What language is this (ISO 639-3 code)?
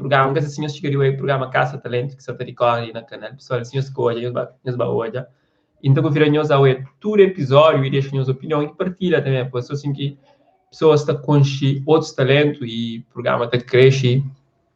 kea